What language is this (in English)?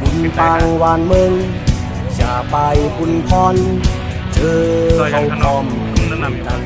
Shan